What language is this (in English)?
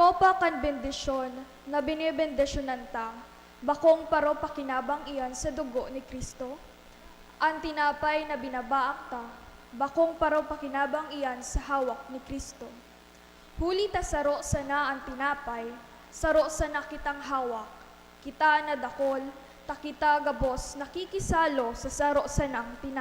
Bikol